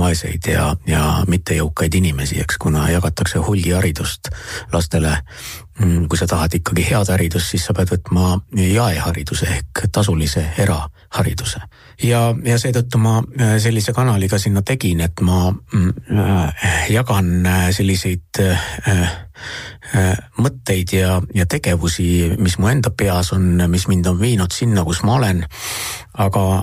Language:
Estonian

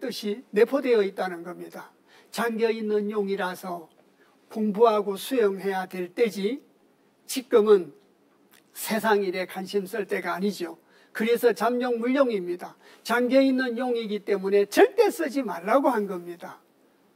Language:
Korean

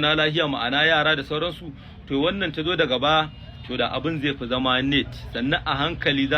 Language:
Hausa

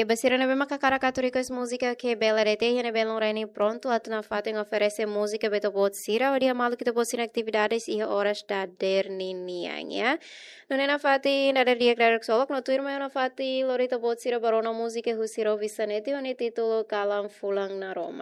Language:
Tetum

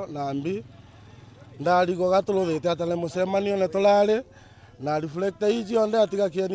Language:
Meru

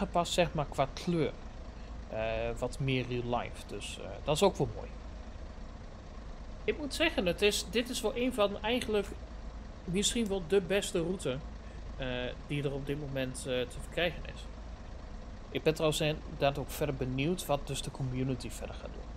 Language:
Dutch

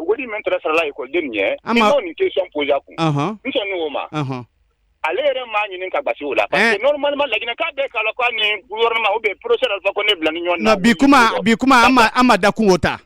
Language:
Bambara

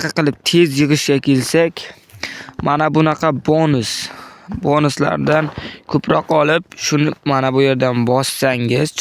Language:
Uzbek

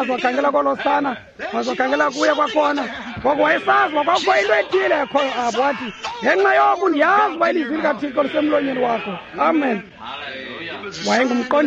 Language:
Xhosa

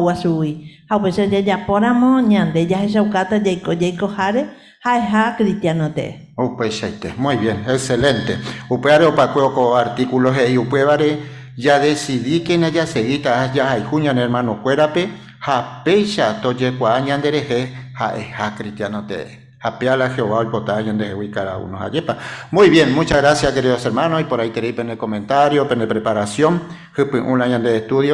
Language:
Guarani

